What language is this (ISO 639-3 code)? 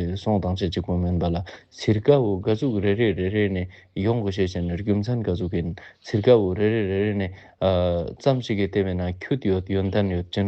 lbj